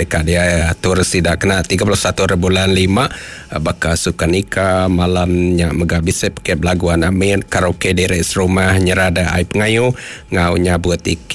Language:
Iban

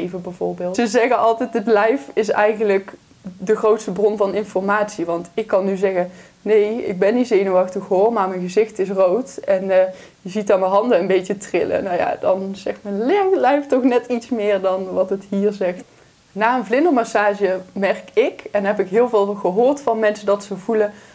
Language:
Dutch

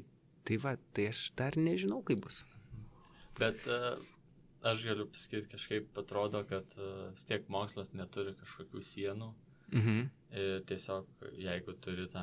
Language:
Lithuanian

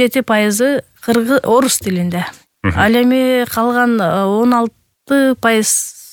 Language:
Kyrgyz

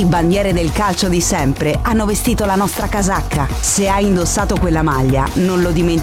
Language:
Italian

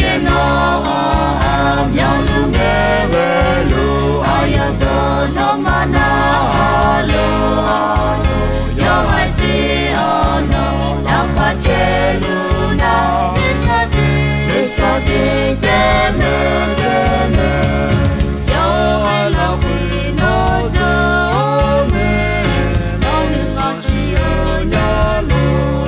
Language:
Akha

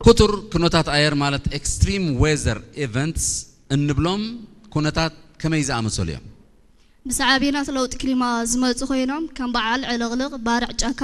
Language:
Tigrinya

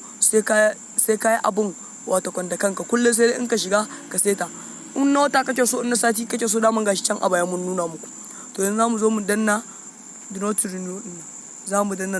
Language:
Hausa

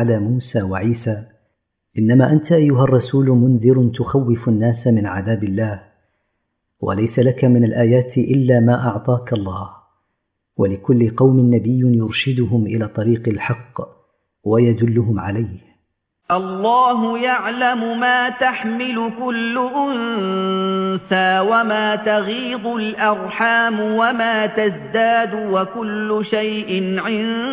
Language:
Arabic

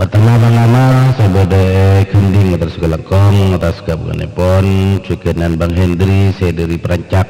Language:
Madurese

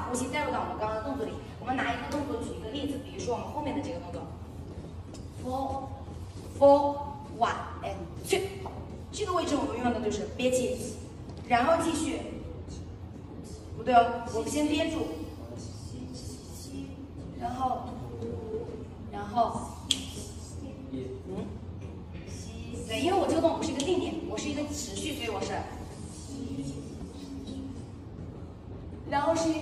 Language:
Chinese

